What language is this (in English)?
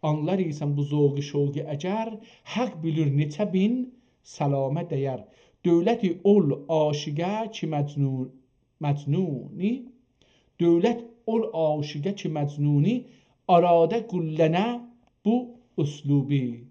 South Azerbaijani